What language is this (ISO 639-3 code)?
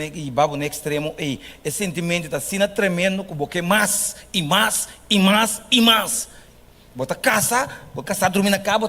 pap